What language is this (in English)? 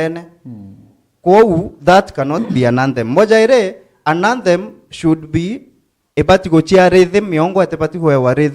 Meru